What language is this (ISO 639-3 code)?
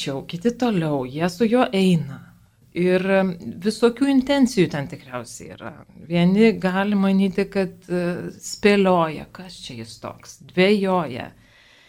lit